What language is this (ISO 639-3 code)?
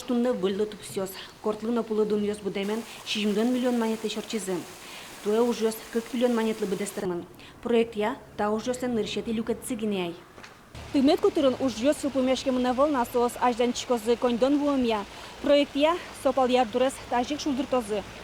udm